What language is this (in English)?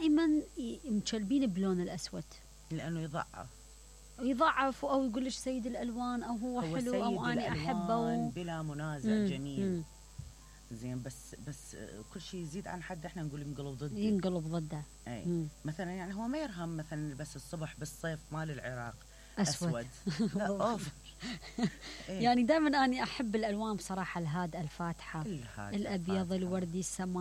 Mesopotamian Arabic